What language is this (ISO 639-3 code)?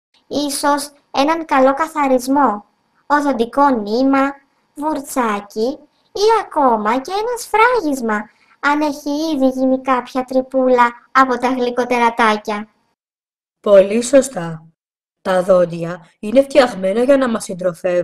ell